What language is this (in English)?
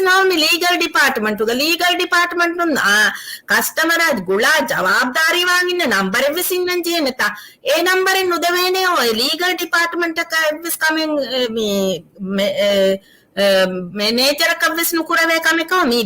Divehi